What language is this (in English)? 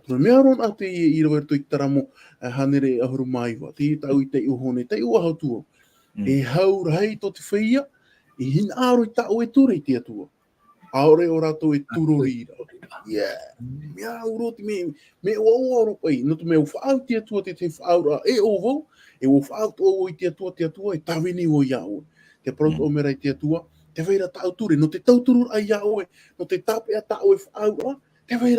Tahitian